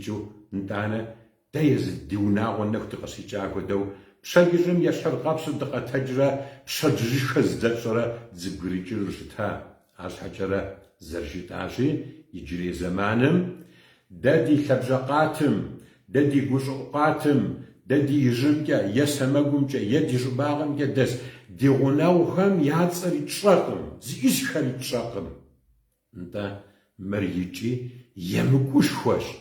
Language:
Kabardian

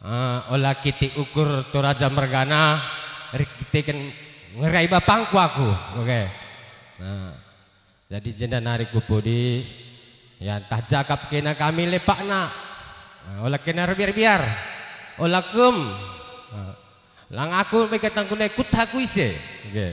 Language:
Batak Karo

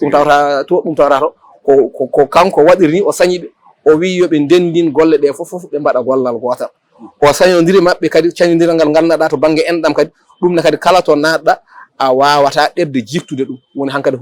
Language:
Fula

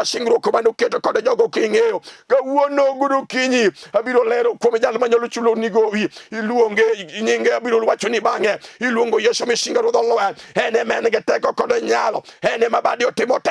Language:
Luo (Kenya and Tanzania)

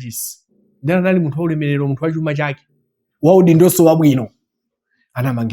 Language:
Nyanja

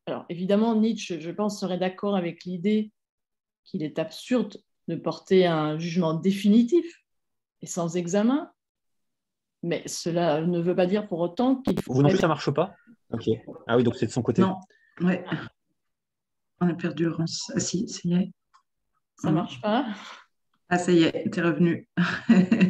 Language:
French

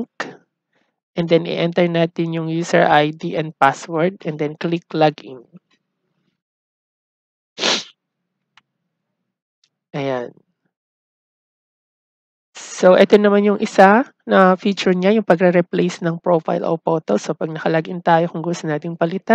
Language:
Filipino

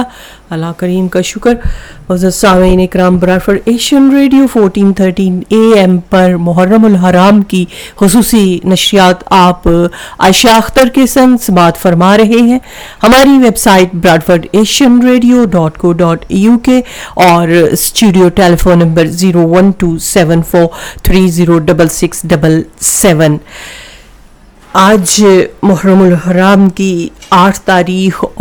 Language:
Urdu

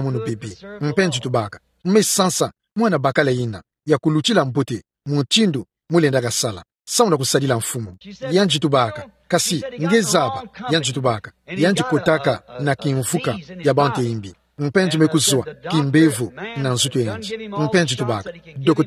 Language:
Kituba (Democratic Republic of Congo)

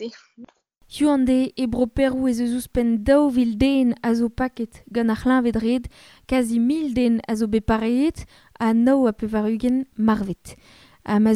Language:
Breton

